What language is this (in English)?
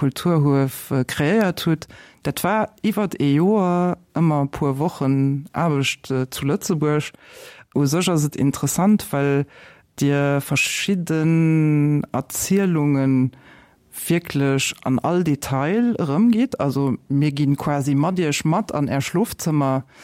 Luxembourgish